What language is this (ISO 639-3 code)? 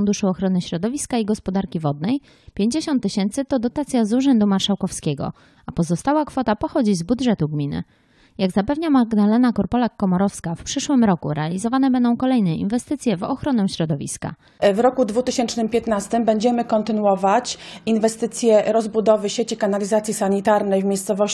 pol